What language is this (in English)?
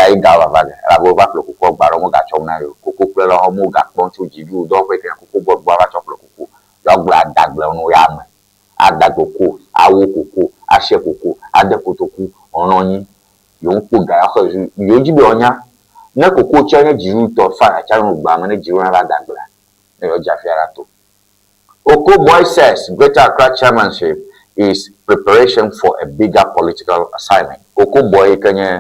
Ewe